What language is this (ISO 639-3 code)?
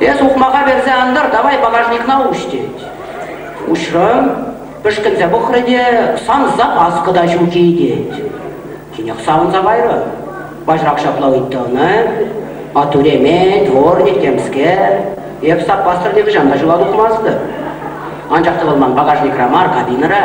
chv